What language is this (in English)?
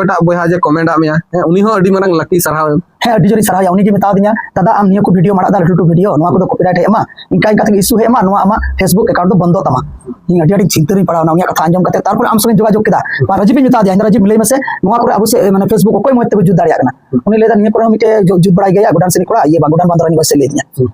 Santali